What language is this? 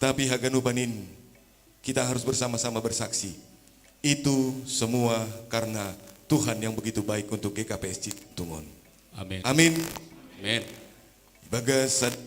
Batak Simalungun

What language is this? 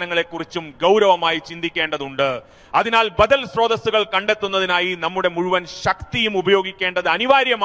Malayalam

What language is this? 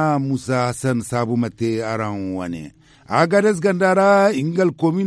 Zarma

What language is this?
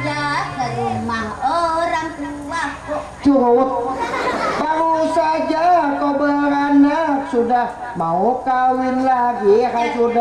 Banjar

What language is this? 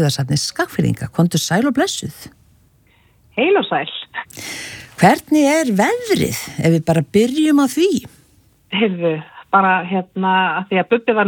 Icelandic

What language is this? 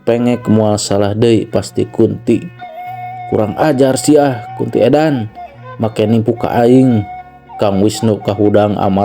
Sundanese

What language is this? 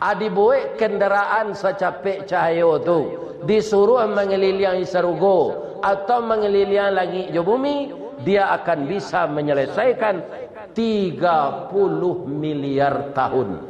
Minangkabau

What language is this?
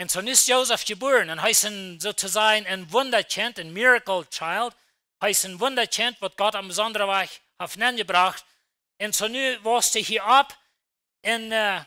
Plautdietsch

